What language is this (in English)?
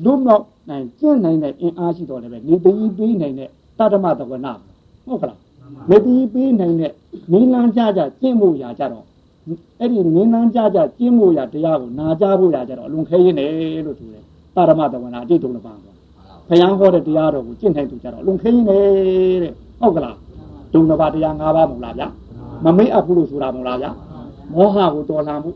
Burmese